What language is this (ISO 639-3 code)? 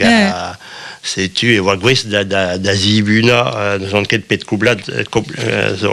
bre